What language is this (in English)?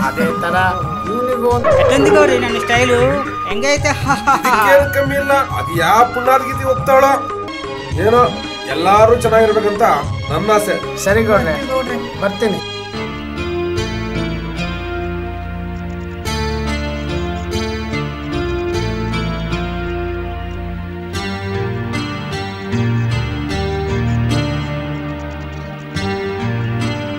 Kannada